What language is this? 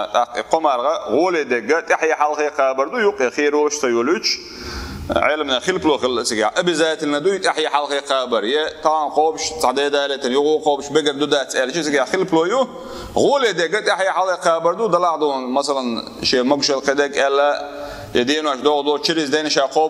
Chechen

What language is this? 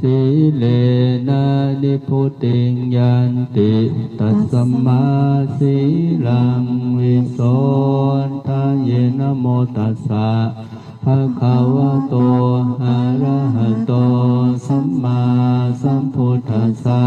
Pali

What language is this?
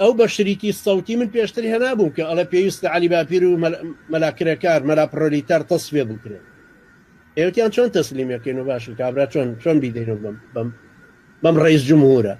Central Kurdish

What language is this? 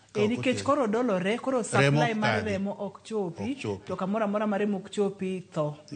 Luo (Kenya and Tanzania)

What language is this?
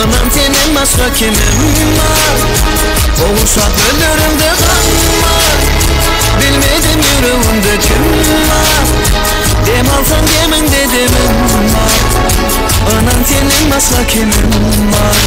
Turkmen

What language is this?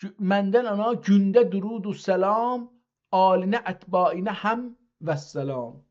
South Azerbaijani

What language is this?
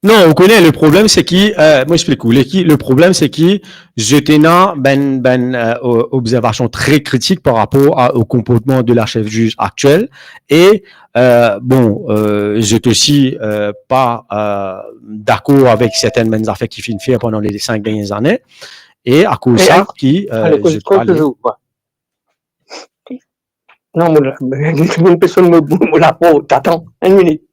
Morisyen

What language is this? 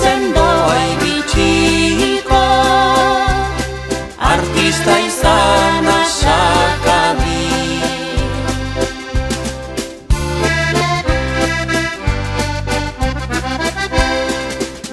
Basque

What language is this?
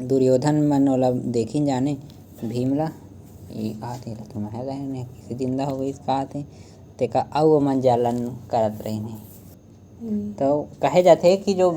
Chhattisgarhi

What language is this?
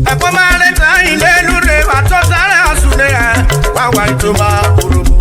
Urhobo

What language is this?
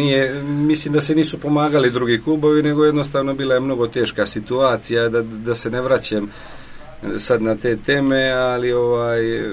Serbian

